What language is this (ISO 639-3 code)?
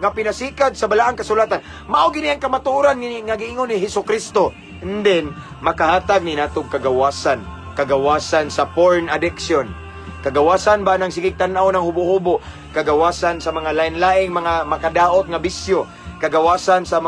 ceb